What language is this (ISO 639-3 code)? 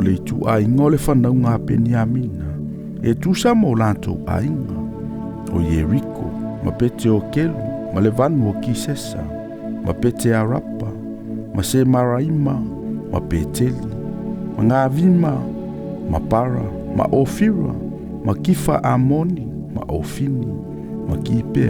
smo